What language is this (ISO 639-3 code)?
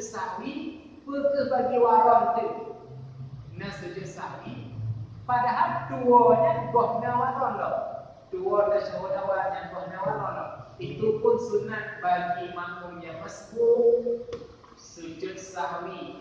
ace